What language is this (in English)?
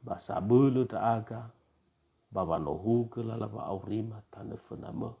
Nias